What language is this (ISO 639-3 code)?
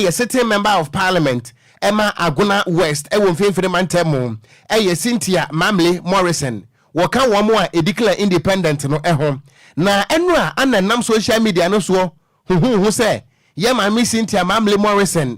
aka